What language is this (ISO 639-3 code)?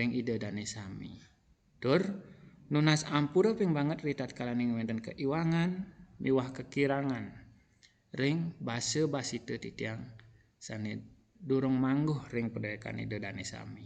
ban